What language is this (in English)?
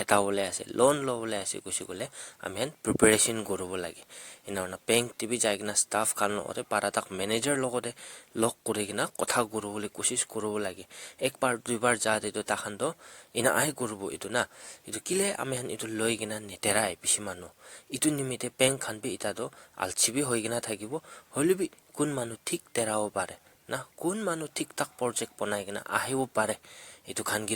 Naga Pidgin